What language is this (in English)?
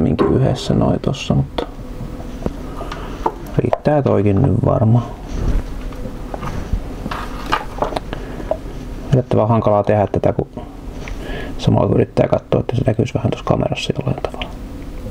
Finnish